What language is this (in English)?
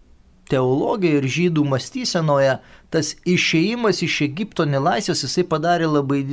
Lithuanian